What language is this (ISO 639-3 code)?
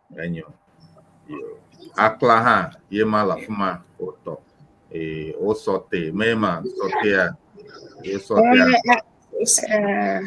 ewe